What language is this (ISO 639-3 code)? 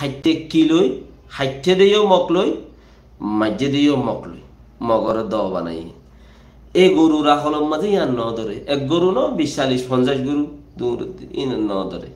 rhg